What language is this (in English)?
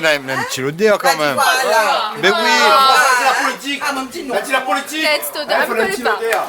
Réunion Creole French